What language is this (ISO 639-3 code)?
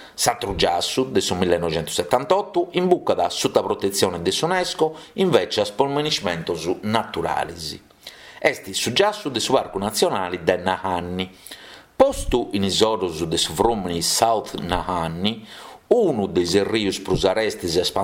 srd